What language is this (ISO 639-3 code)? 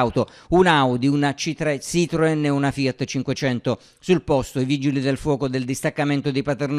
ita